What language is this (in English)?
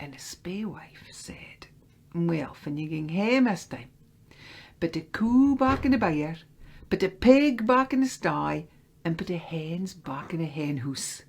Scots